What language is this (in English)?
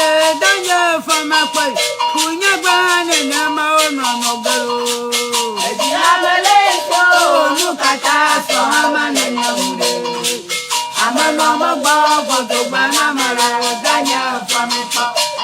Ewe